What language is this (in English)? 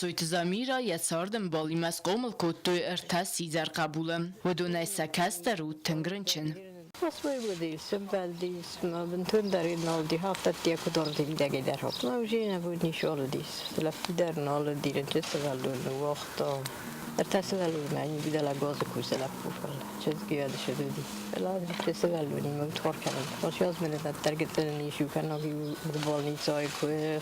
Ossetic